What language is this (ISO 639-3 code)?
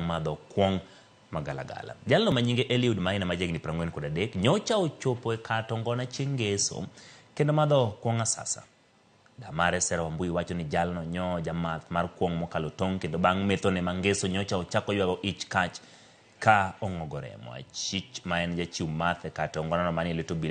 luo